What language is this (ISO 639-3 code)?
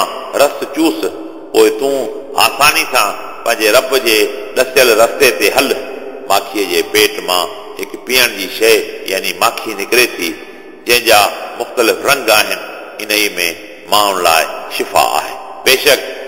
snd